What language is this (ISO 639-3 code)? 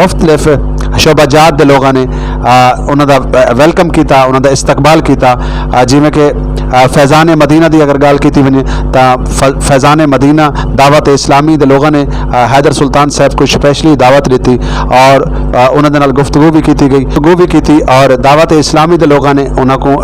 skr